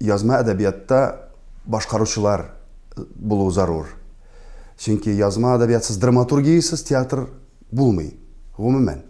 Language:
Tatar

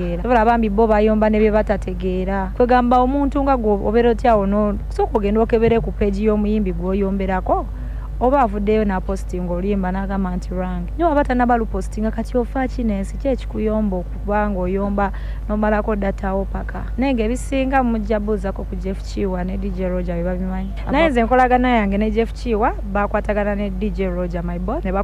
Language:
Ganda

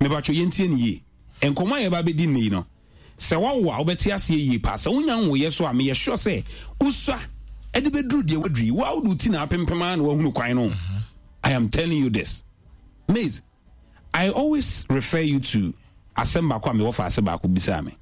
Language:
Akan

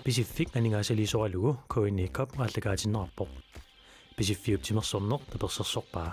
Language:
Kalaallisut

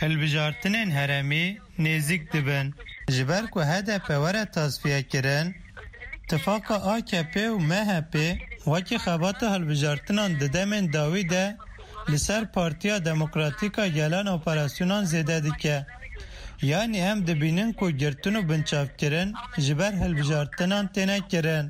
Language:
Kurdish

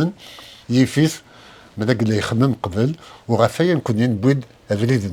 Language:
Kabyle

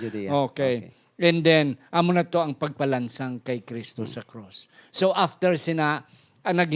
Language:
Hiligaynon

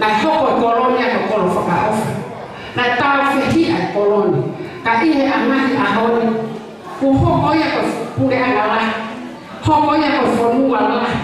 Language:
Tongan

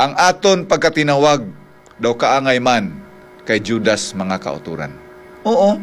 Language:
Hiligaynon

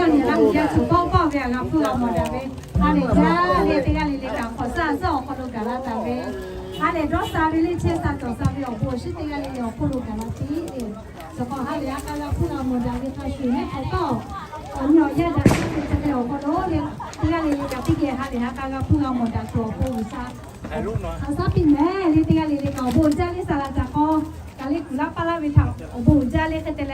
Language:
Lahu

